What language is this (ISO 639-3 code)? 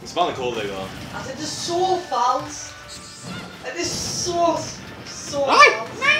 fao